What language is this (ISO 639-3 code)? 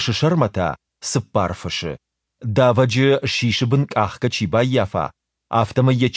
oss